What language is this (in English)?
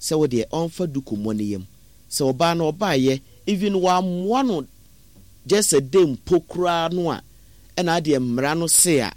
Akan